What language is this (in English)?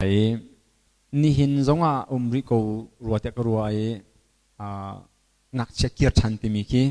Hakha Chin